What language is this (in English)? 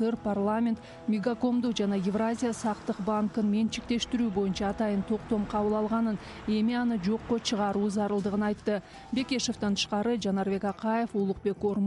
Kyrgyz